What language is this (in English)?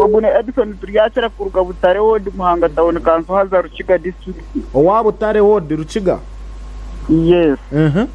Nyankole